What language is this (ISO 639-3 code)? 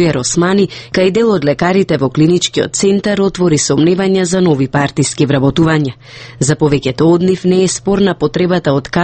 mkd